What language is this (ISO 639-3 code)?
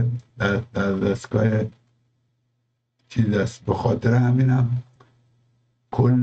fas